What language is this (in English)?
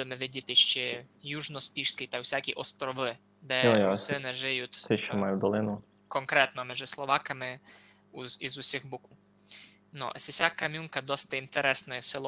Rusyn